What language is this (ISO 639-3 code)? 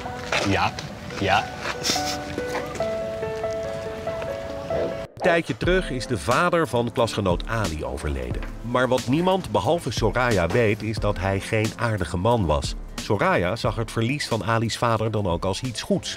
nld